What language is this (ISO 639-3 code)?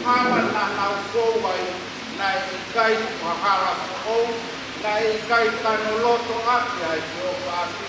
ton